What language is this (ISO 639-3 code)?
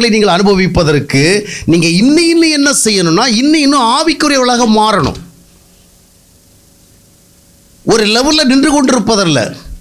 tam